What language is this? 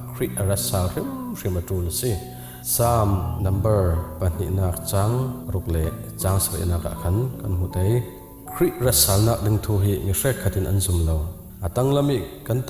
Falam Chin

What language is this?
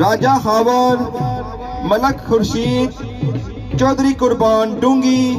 Pahari-Potwari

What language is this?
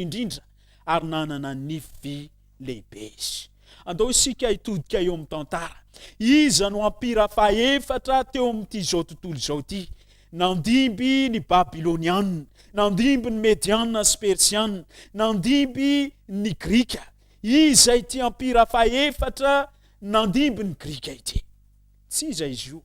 Malagasy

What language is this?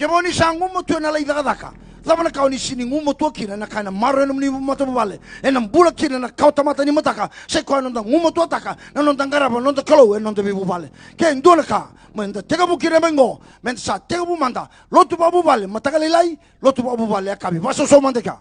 Fijian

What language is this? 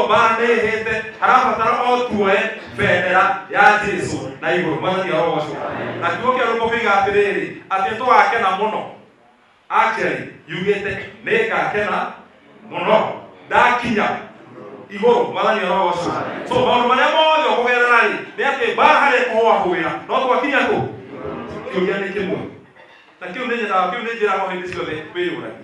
Kikuyu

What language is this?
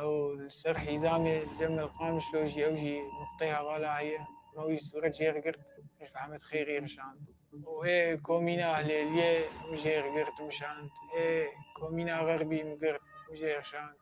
Kurdish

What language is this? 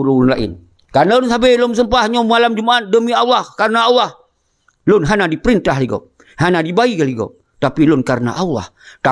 Achinese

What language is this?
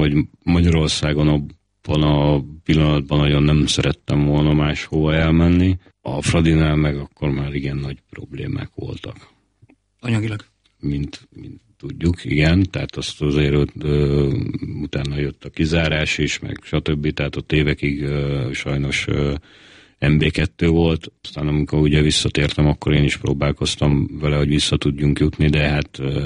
Hungarian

